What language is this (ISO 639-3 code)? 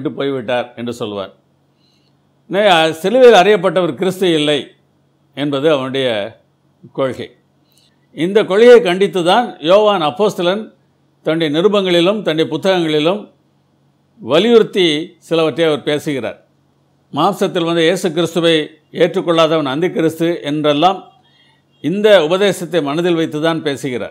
tam